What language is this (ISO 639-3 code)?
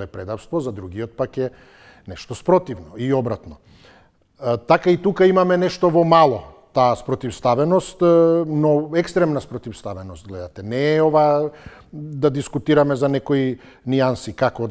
mkd